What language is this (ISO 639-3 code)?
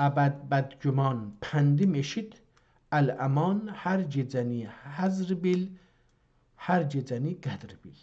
azb